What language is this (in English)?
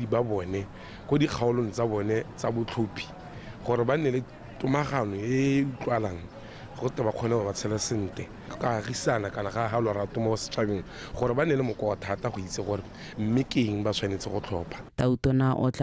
Tswana